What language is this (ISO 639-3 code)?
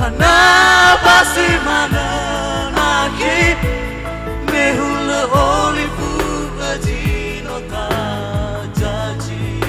nia